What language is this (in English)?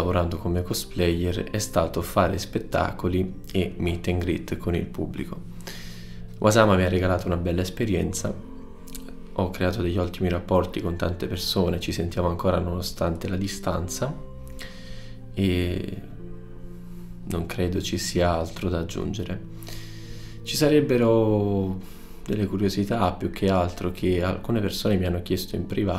Italian